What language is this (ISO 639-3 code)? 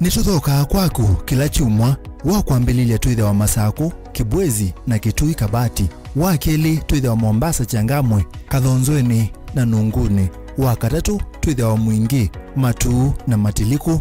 kam